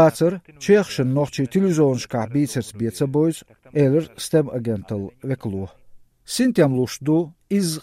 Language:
Chechen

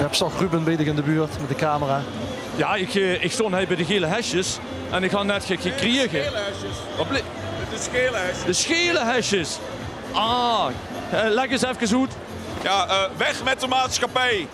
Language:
Limburgish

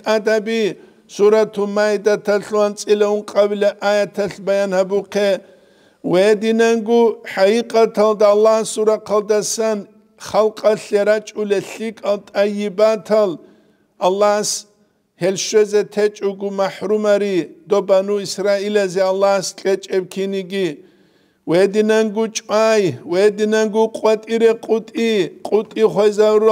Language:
Avaric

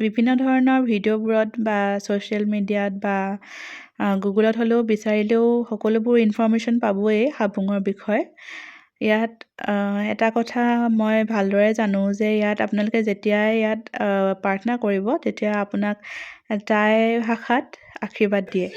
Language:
Assamese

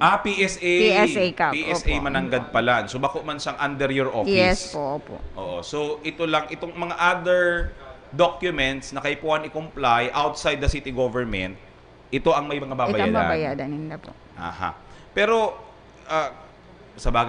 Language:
Bikol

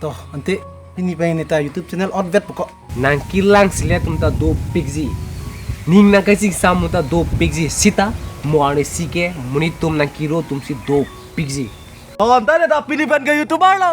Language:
Karbi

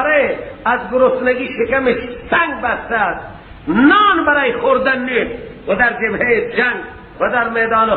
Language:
Persian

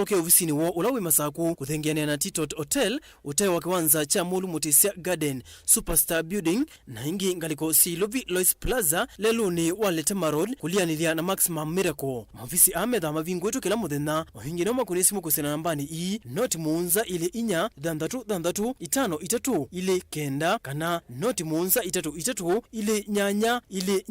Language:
Kamba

